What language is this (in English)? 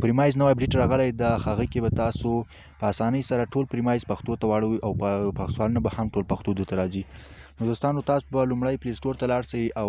Pashto